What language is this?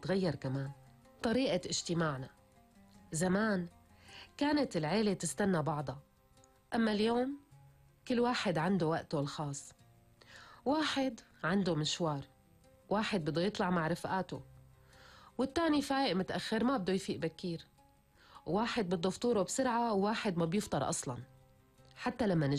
North Levantine Arabic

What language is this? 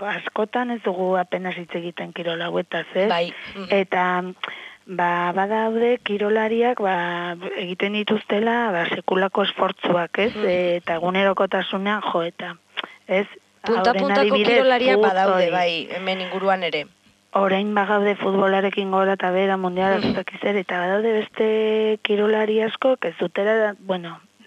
Basque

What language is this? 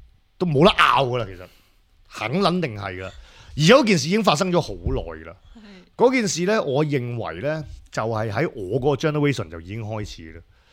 Cantonese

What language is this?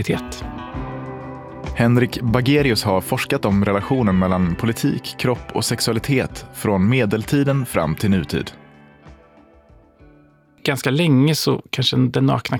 Swedish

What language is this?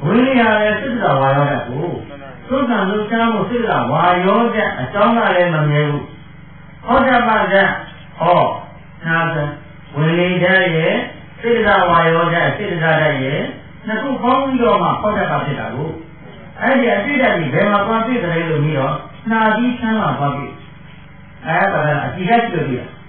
Burmese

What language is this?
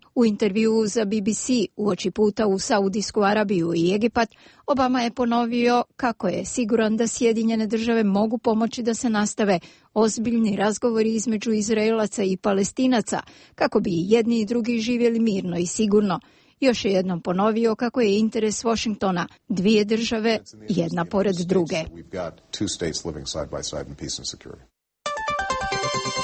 Croatian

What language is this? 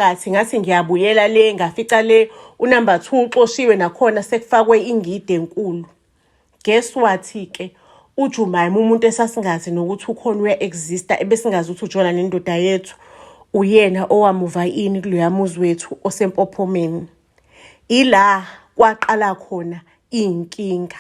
Zulu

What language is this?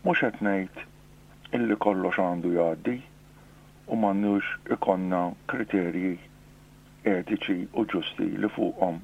Maltese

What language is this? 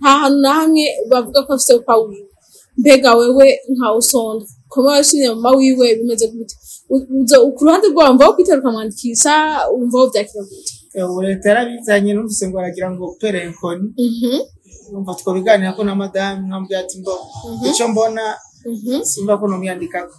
Rundi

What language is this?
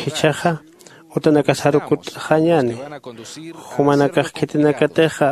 Aymara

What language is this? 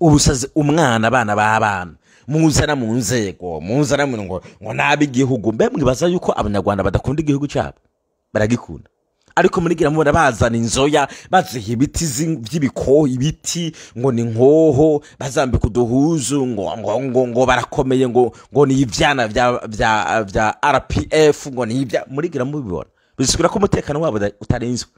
Rundi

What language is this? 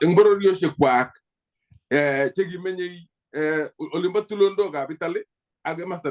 Kalenjin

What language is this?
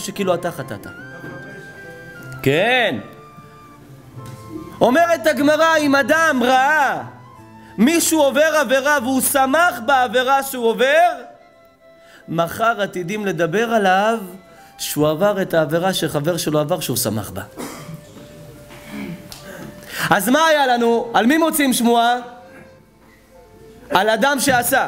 Hebrew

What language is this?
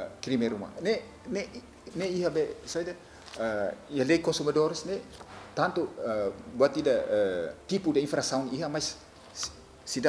Tetum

